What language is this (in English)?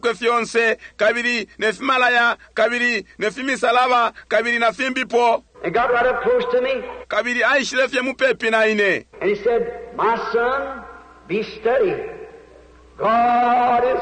Bemba